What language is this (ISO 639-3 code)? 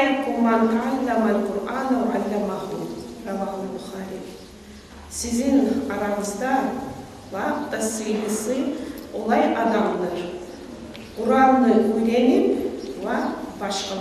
kum